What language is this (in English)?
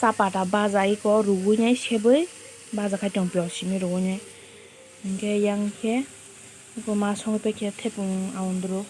Kok Borok